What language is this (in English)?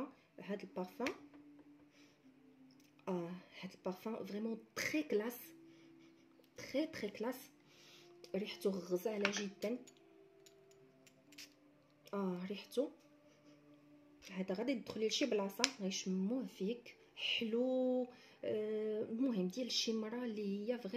Moroccan Arabic